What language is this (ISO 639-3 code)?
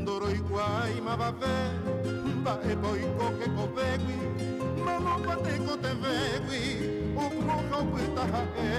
grn